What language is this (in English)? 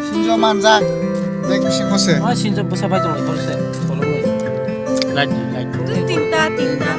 Kok Borok